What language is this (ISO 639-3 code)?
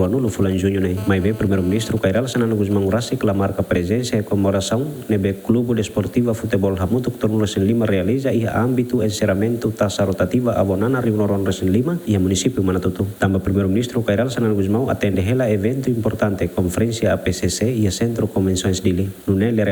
tet